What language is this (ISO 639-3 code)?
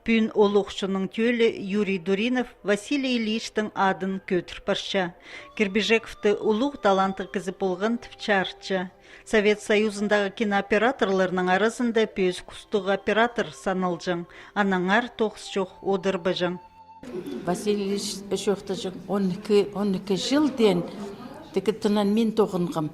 kjh